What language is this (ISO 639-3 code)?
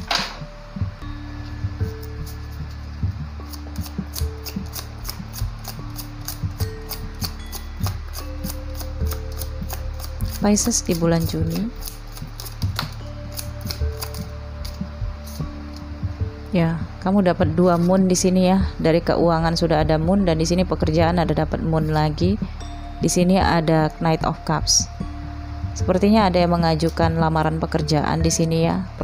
ind